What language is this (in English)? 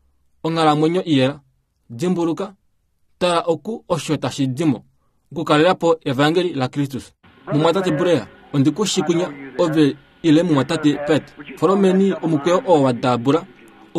Kuanyama